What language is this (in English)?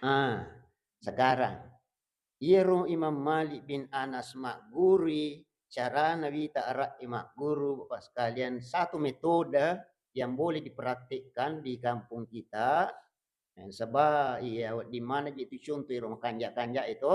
Buginese